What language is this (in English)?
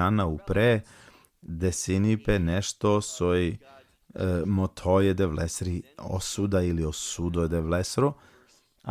Balkan Romani